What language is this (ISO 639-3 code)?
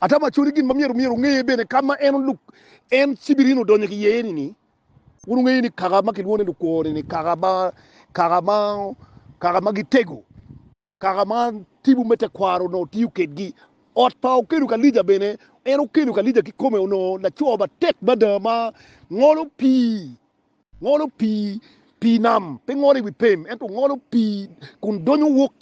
ach